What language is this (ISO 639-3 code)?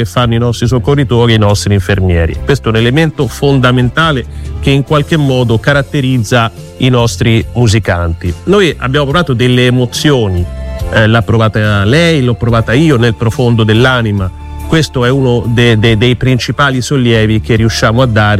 ita